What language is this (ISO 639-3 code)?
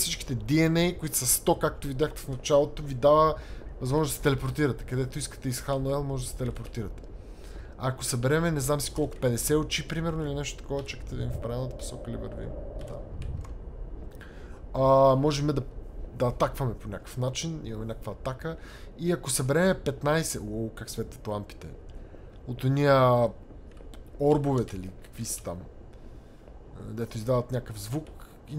bul